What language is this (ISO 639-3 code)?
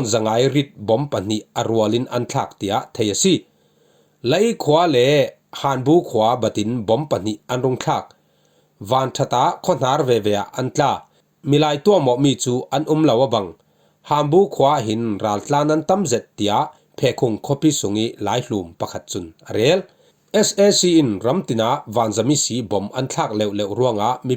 cfm